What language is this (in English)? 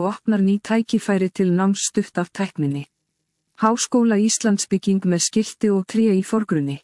Icelandic